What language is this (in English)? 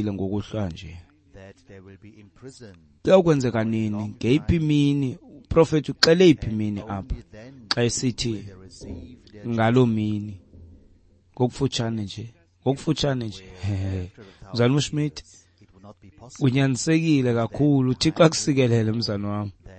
Xhosa